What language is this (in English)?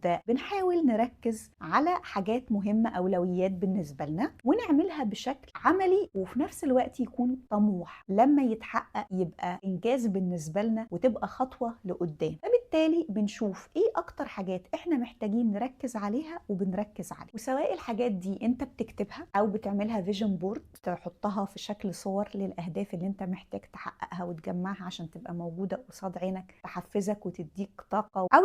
Egyptian Arabic